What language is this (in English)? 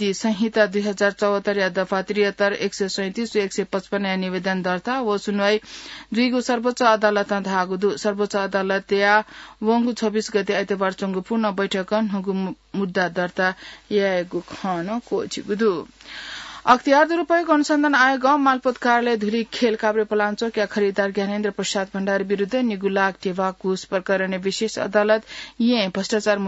Newari